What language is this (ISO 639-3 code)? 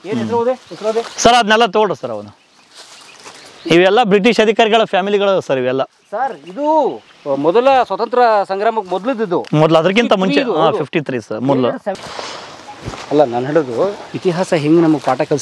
kan